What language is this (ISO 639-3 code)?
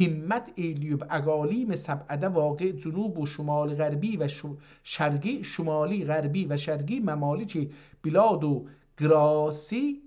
azb